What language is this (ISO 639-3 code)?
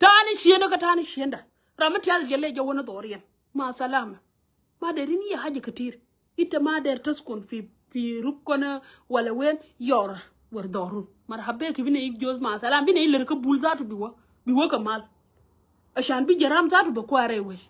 nus